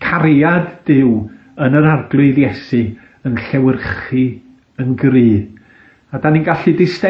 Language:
Welsh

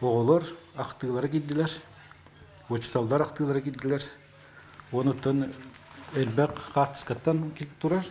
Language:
Yakut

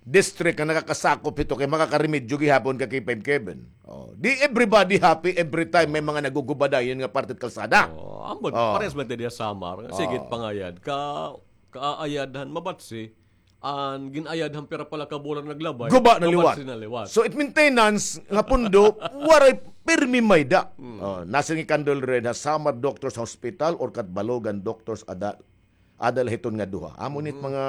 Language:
Waray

